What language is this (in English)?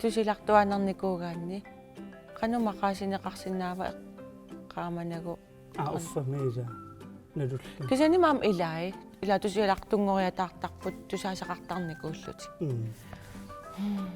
Kalaallisut